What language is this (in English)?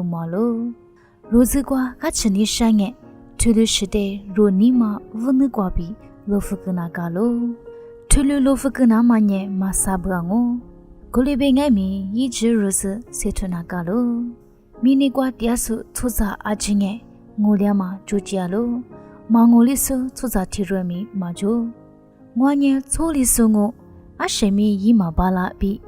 Lisu